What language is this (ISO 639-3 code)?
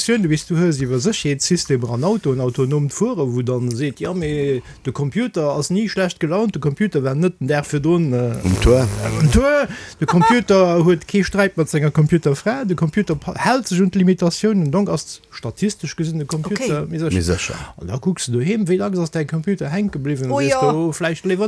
ltz